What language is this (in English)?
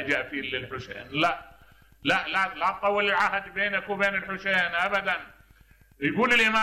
Mesopotamian Arabic